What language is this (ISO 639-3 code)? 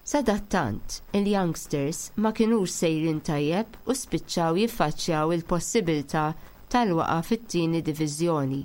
mlt